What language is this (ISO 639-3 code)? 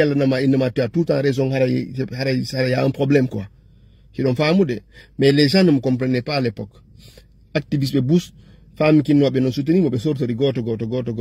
ful